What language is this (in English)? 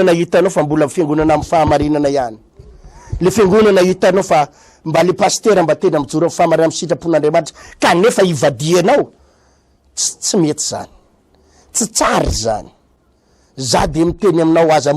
Malagasy